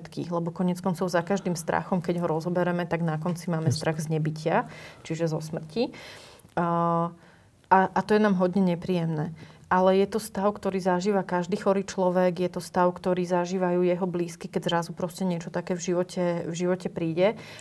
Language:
Slovak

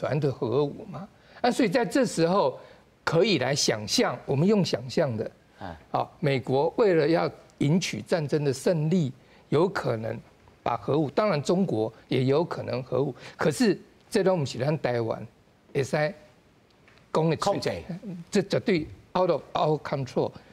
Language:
Min Nan Chinese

